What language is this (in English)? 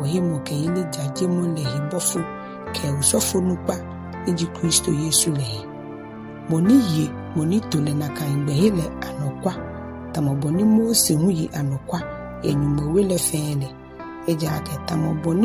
Ga